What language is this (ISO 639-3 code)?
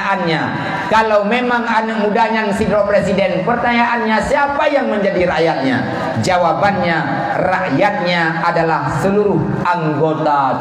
ace